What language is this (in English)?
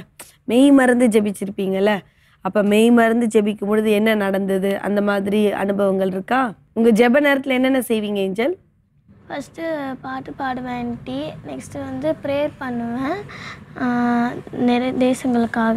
Tamil